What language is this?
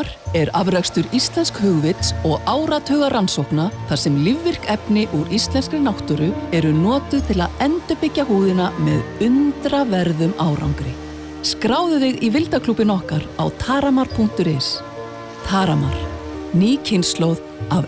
Icelandic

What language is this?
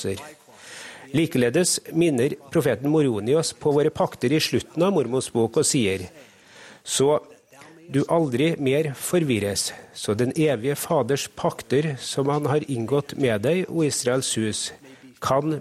Norwegian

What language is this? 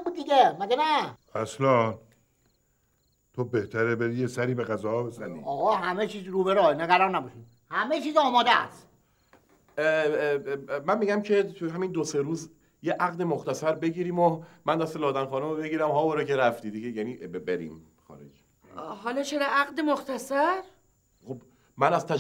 Persian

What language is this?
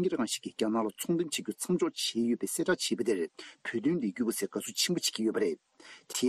Tibetan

